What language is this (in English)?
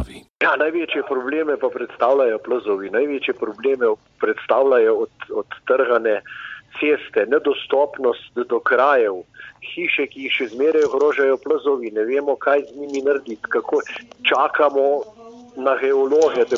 Slovenian